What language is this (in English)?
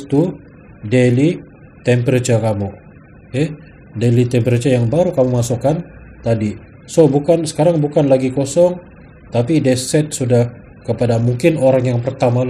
Malay